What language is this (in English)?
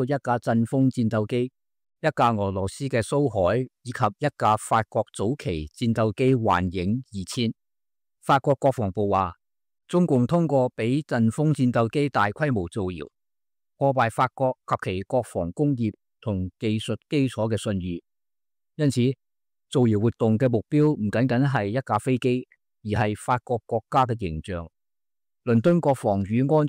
Cantonese